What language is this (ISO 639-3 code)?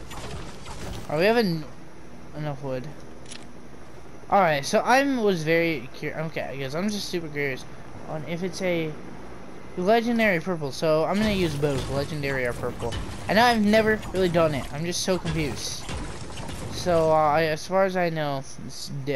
eng